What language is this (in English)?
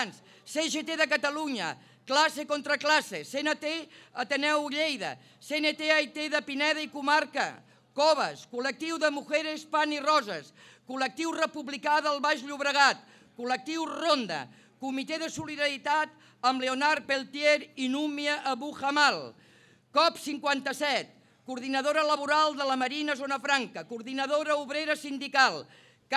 Catalan